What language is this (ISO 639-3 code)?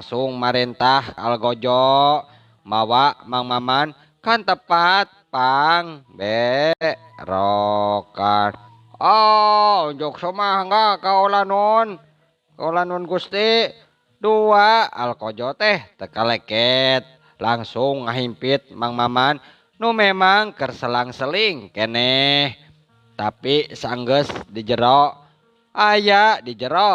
sun